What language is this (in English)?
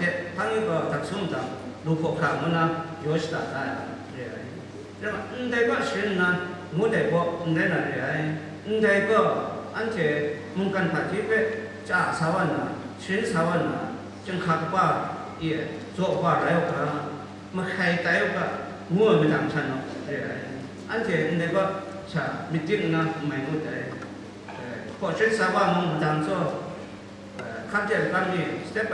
Kachin